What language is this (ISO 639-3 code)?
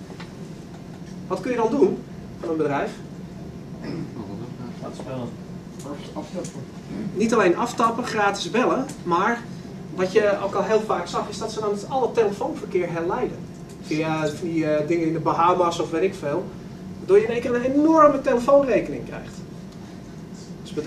nld